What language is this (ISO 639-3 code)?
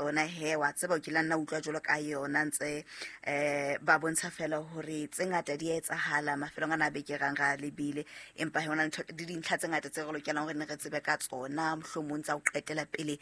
sot